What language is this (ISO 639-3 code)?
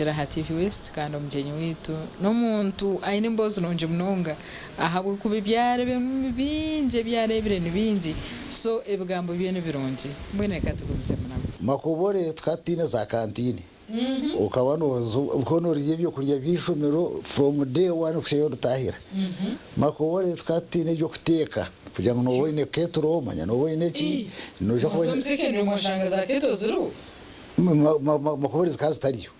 nyn